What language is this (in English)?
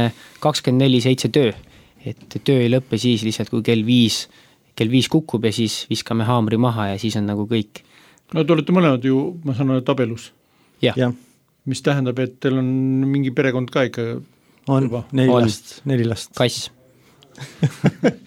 Estonian